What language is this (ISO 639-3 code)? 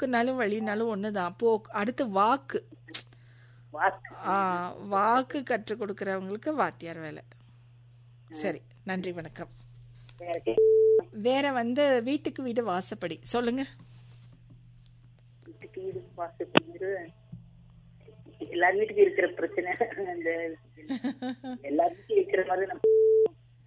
tam